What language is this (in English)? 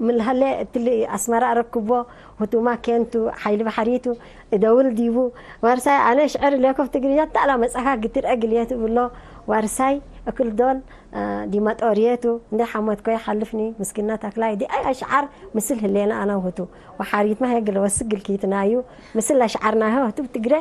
Tigre